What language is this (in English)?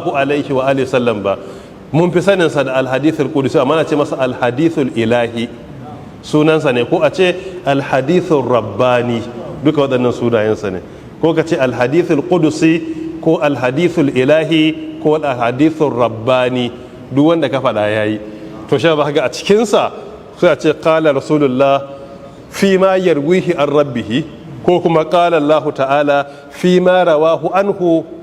Hausa